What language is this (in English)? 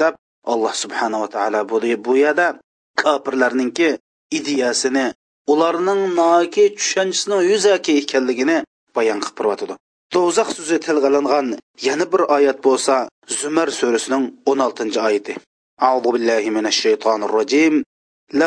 Uyghur